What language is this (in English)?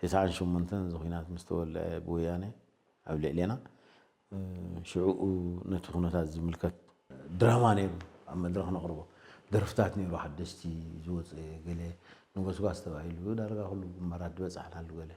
Tigrinya